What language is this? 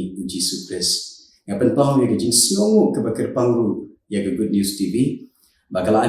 Khasi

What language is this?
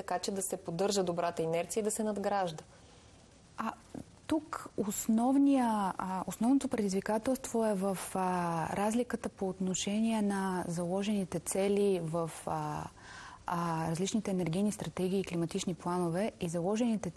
Bulgarian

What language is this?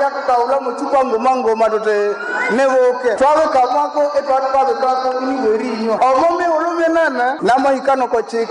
Nande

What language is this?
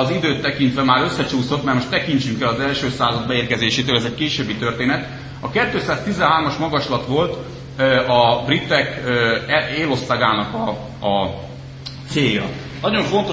Hungarian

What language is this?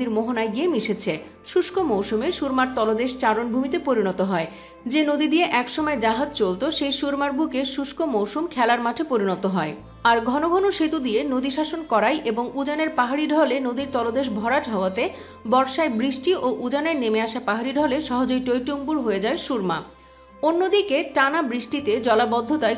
Bangla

